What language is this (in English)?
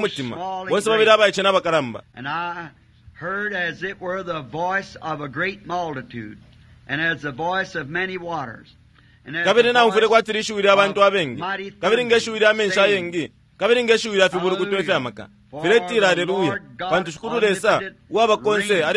Bemba